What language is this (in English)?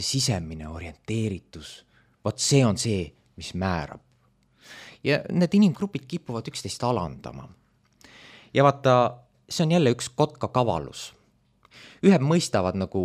Estonian